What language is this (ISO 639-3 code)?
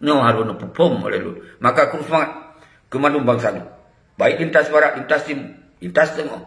ace